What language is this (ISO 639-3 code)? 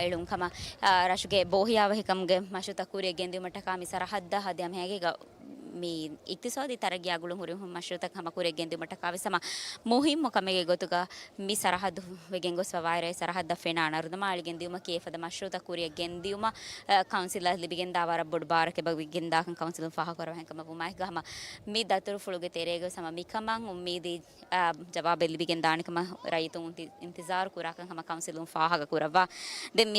div